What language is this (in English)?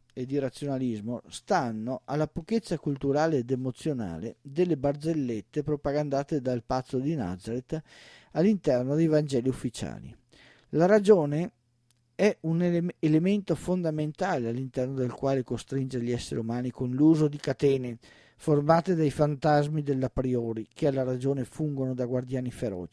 Italian